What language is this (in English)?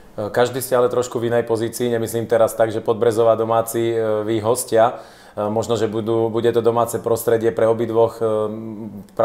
Slovak